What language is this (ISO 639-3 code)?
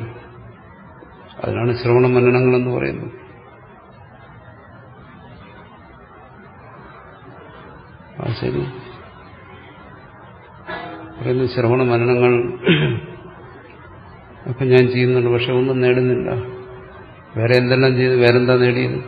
mal